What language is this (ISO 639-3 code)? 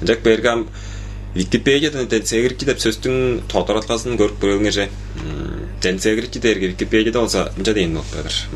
tyv